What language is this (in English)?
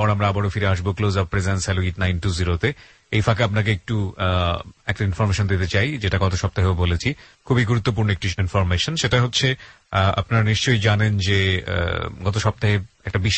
Bangla